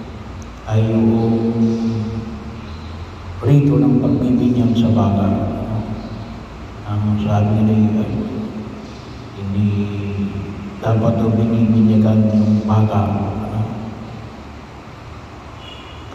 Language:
Filipino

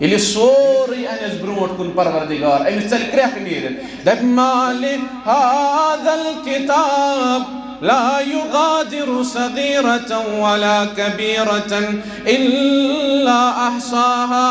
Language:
Kashmiri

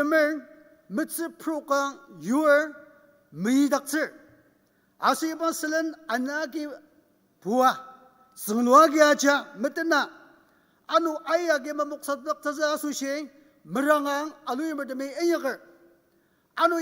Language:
Ao Naga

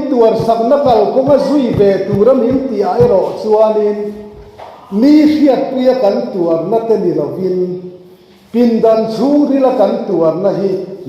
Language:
Mizo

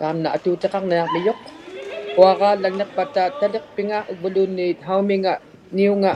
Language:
Inuktitut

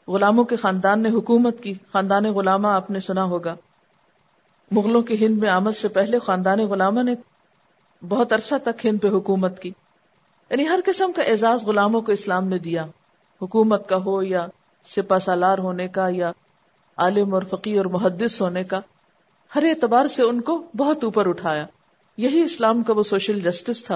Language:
Urdu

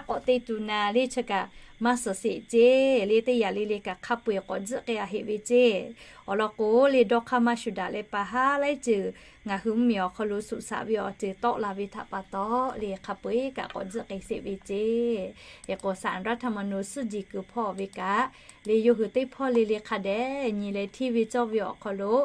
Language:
Lahu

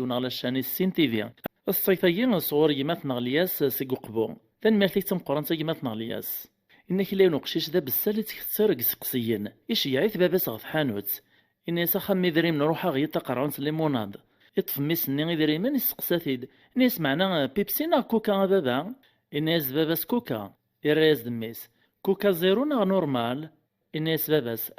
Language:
Kabyle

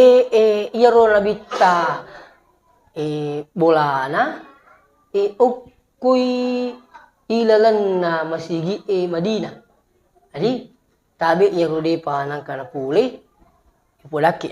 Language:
Buginese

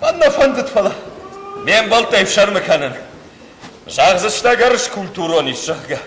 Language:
Ossetic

